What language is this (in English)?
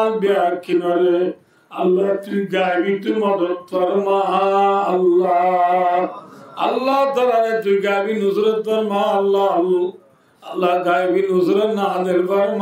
Rohingya